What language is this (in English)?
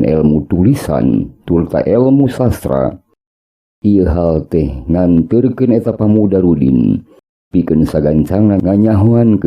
Sundanese